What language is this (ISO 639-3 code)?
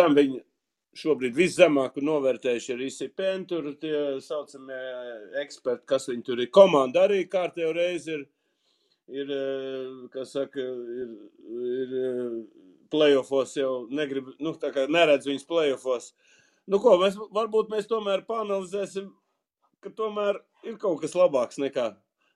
lav